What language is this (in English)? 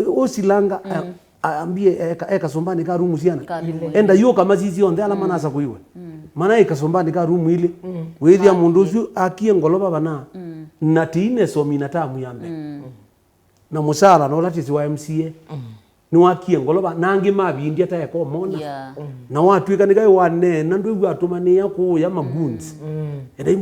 Kamba